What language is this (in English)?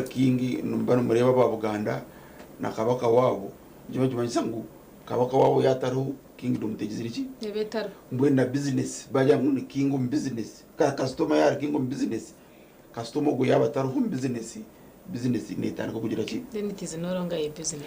Nyankole